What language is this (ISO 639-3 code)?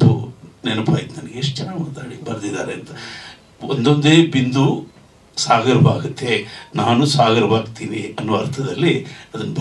kan